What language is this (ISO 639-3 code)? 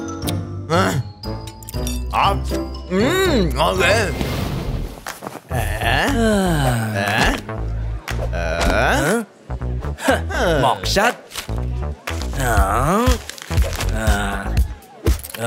vie